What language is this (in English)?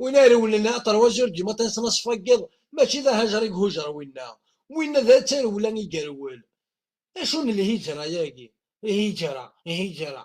Kabyle